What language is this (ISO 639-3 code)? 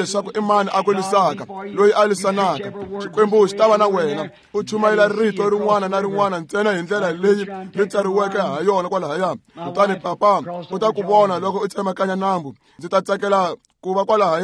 tso